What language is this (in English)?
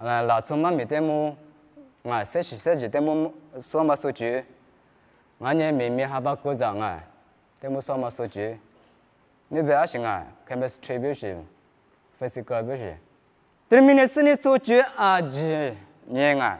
Lisu